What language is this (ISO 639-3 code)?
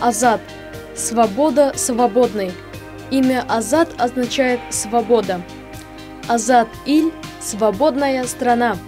bak